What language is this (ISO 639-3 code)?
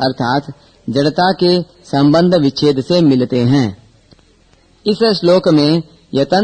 hin